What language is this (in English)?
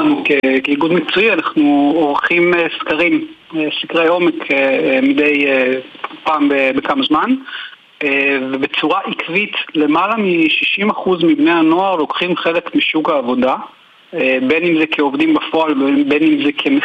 Hebrew